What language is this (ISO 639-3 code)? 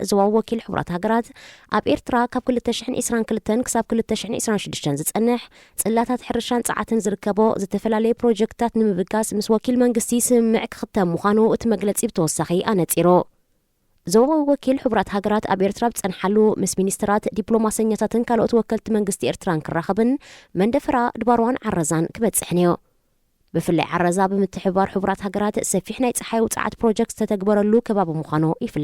tir